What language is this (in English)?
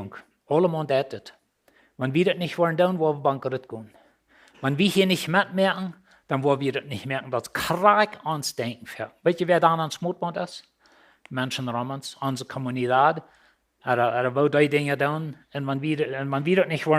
Plautdietsch